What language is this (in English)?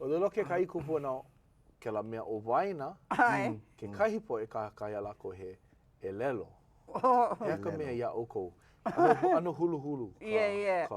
Hawaiian